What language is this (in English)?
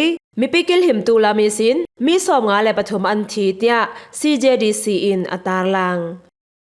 Falam Chin